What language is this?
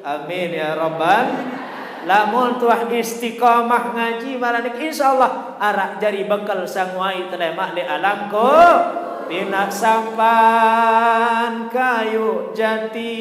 Sasak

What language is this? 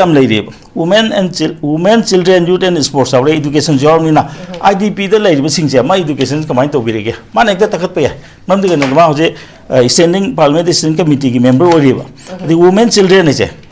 Manipuri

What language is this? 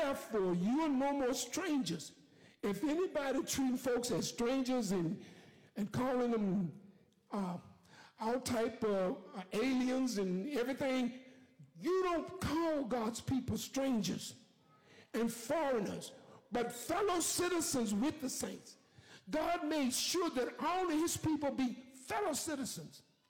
English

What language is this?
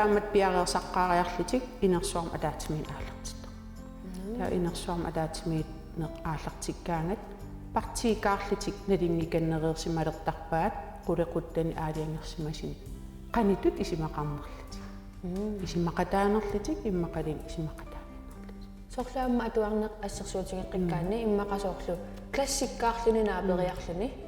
Kalaallisut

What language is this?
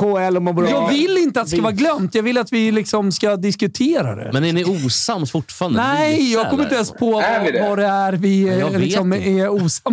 Swedish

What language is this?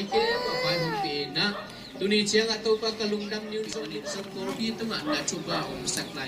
Tedim Chin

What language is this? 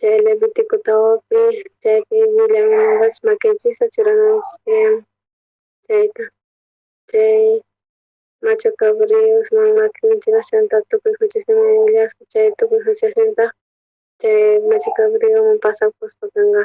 South Bolivian Quechua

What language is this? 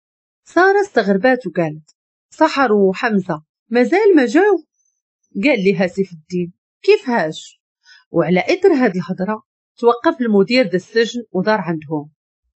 Moroccan Arabic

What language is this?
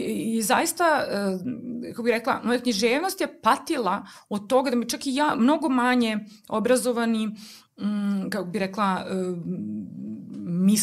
Serbian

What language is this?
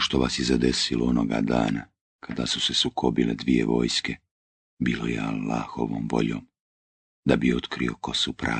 Bosnian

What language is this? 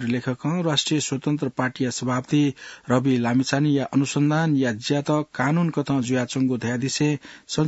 Newari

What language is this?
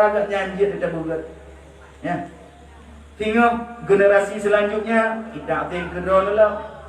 Achinese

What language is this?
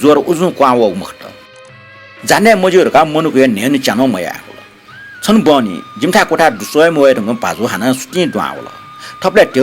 Newari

